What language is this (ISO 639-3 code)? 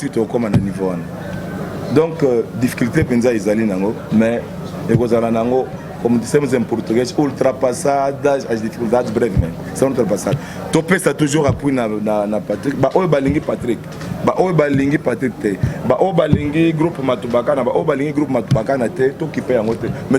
lin